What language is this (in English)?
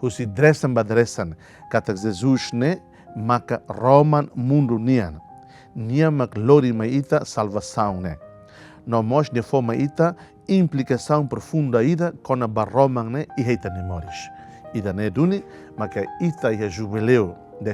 Tetum